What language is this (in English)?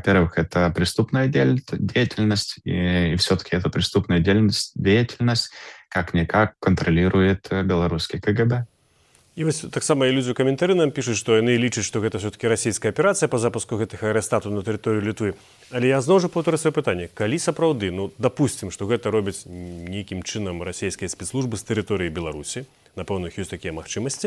Belarusian